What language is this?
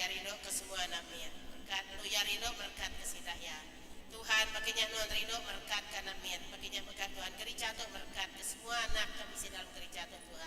Iban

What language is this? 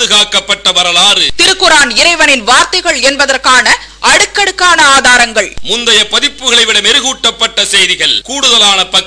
Tamil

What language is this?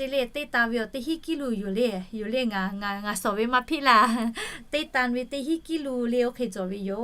Lahu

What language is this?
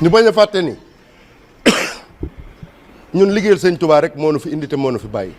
Wolof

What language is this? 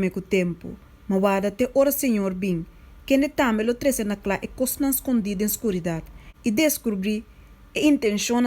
Papiamento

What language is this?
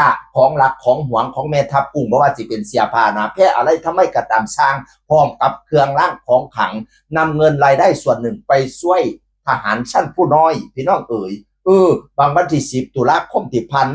Northeastern Thai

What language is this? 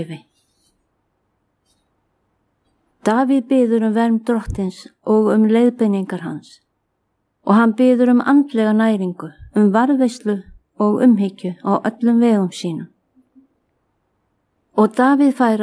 Icelandic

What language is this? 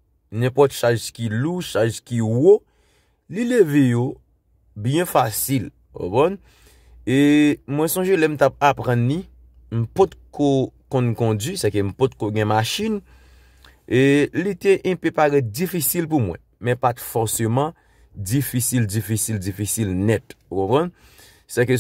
Haitian Creole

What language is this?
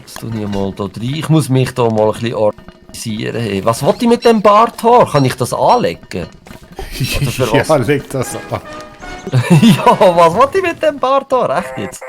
Swiss German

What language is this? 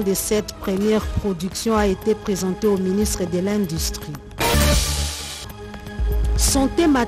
French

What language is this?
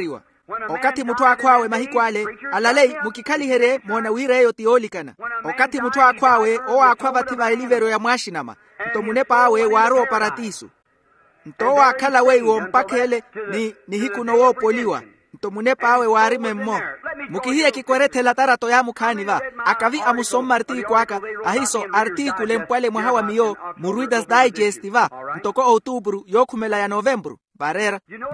Makhuwa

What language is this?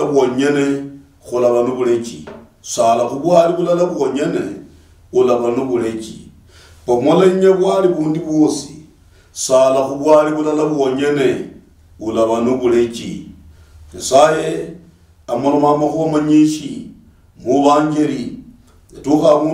Luyia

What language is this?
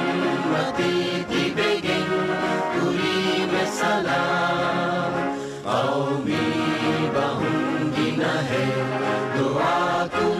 Divehi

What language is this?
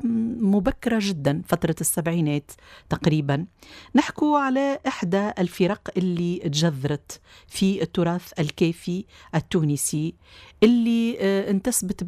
Tunisian Arabic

